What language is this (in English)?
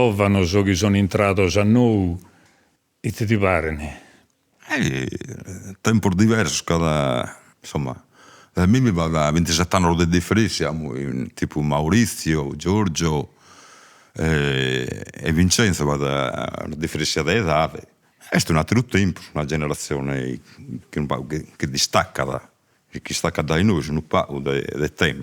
Sardinian